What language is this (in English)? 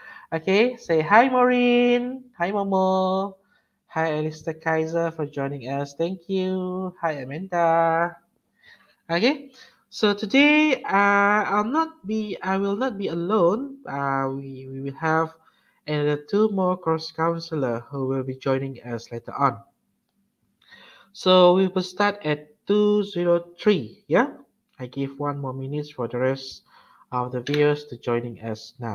Malay